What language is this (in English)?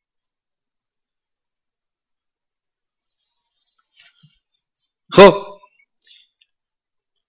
Persian